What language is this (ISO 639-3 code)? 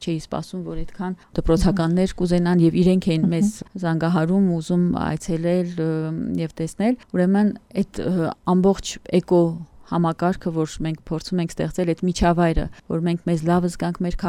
hye